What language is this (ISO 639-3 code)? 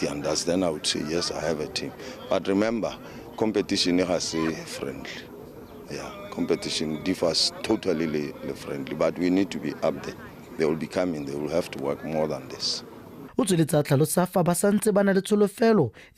tsn